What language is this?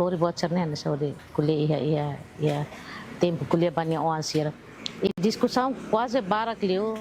Tetum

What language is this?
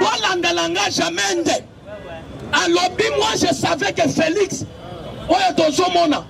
Lingala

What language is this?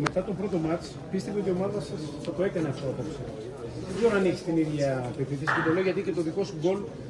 Greek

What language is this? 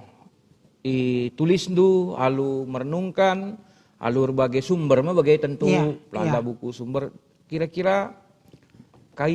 Batak Karo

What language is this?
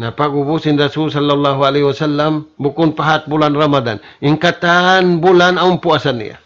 Tausug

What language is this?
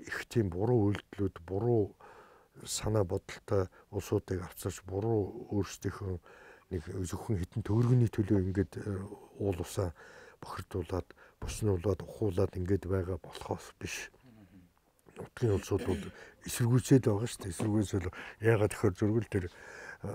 Mongolian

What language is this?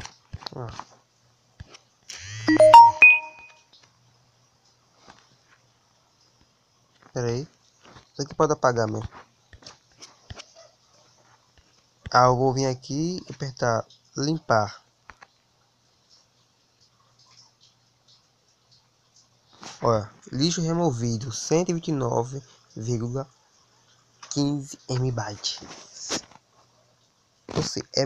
Portuguese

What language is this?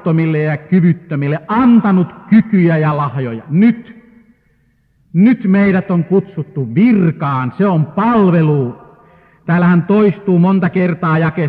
Finnish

